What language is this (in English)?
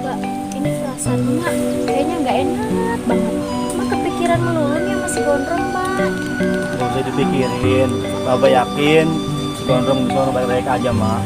Betawi